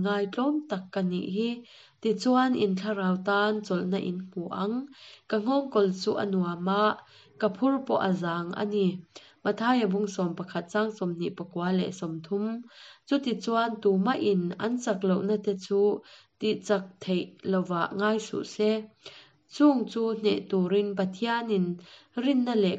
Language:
Hakha Chin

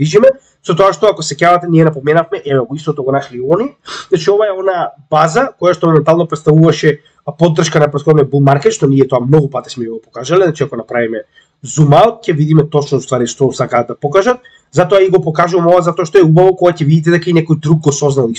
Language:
Macedonian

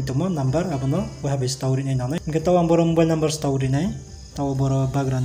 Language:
Riang (India)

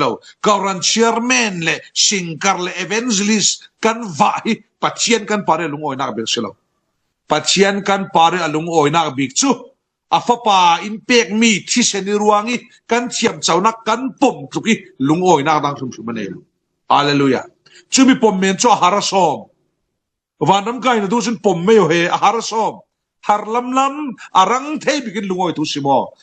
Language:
Falam Chin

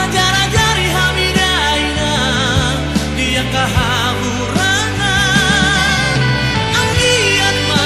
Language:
Batak Toba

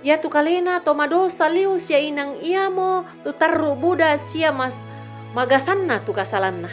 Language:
Toraja-Sa'dan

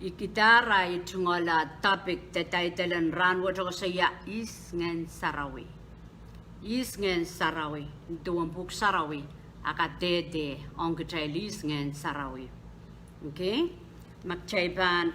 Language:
Pohnpeian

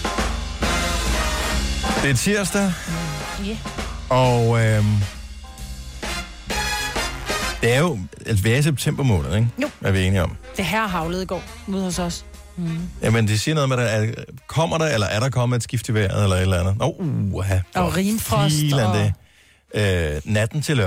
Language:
Danish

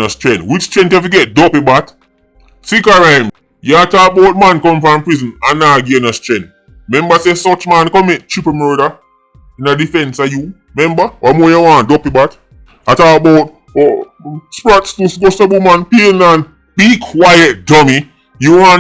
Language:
Jamaican Creole English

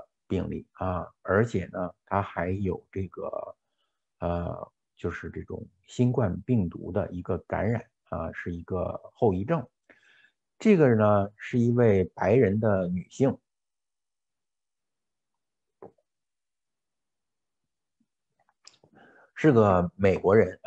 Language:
Chinese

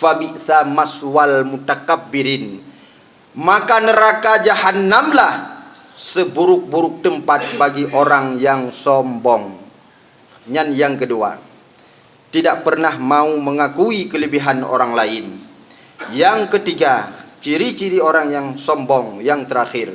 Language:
Achinese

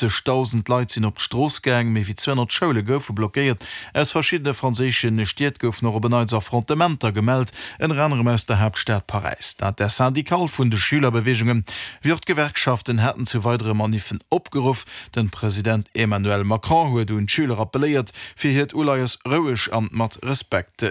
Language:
Luxembourgish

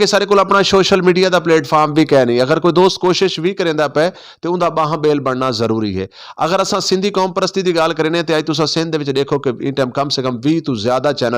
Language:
Saraiki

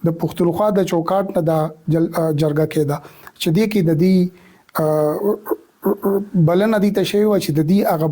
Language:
Pashto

